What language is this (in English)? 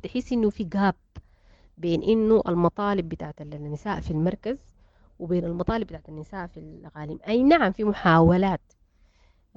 Sudanese Arabic